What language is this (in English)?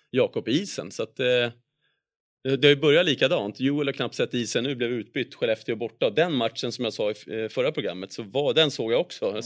Swedish